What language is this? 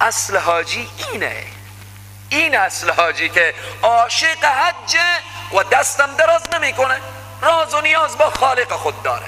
Persian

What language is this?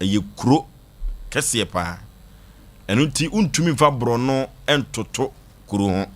Akan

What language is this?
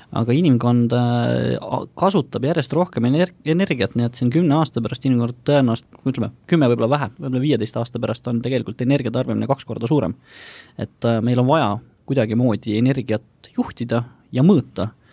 Estonian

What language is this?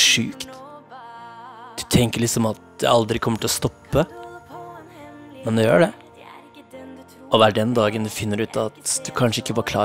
Norwegian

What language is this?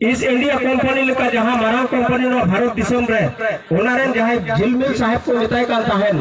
Santali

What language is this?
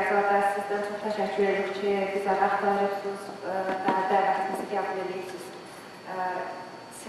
South Azerbaijani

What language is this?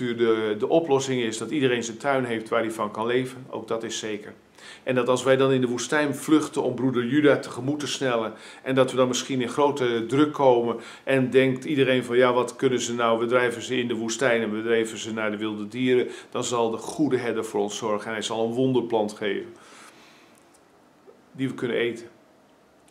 Dutch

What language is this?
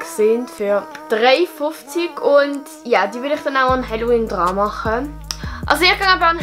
Swiss German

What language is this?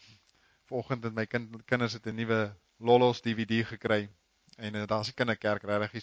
Afrikaans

